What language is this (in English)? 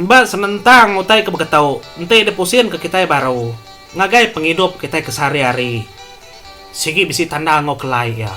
Iban